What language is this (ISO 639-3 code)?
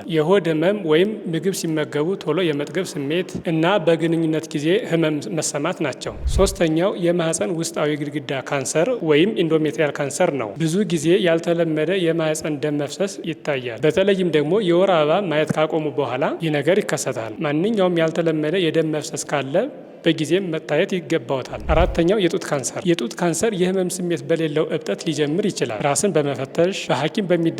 amh